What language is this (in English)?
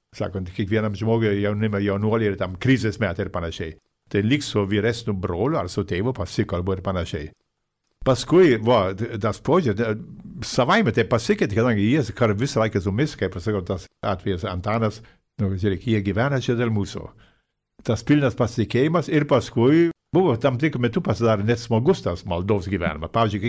Lithuanian